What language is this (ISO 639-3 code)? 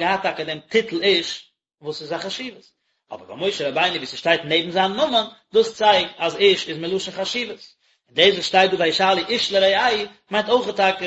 yid